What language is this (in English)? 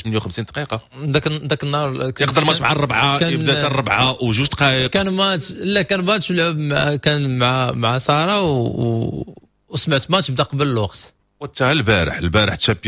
Moroccan Arabic